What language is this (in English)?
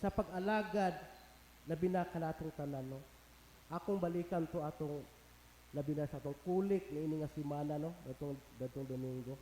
Cebuano